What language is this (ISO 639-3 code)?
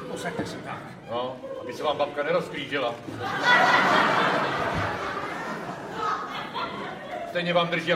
ces